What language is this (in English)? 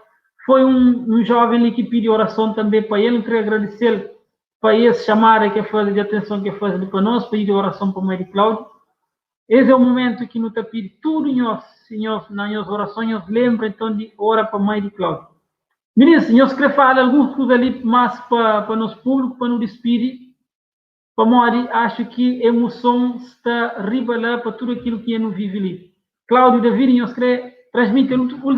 Kabuverdianu